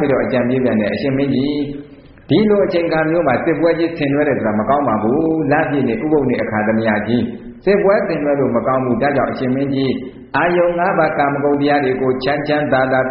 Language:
Burmese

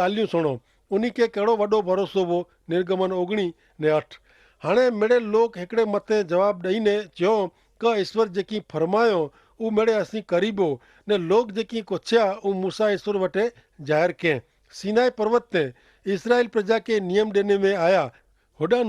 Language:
Kachhi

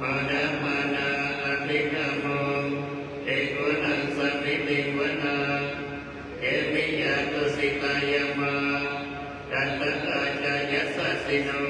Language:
Pali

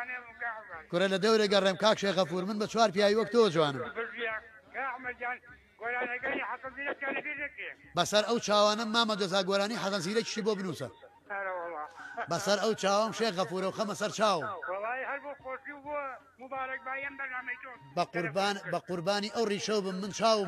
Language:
Central Kurdish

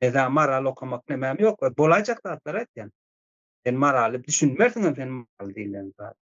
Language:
Turkmen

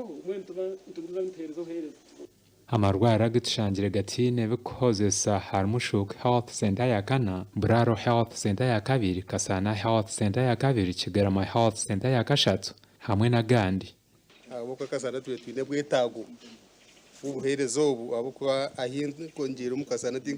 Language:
Nyankole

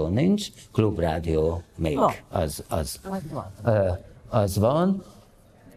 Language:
Hungarian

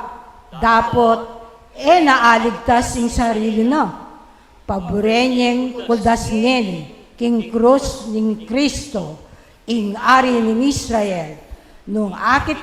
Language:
Pampanga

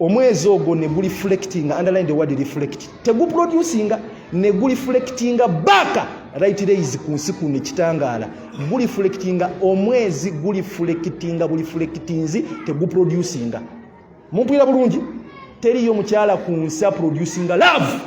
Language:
Ganda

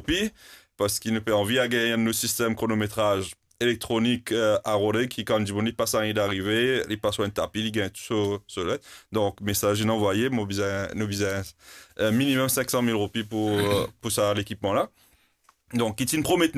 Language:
Morisyen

